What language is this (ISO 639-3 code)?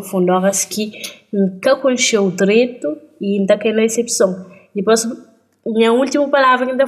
kea